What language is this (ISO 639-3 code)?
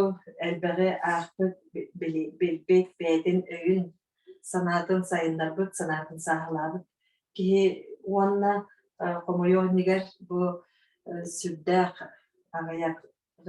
sah